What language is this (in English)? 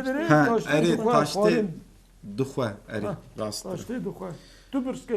Kurdish